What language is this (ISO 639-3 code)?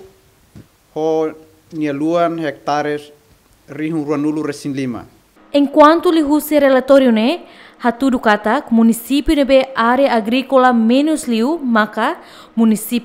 tet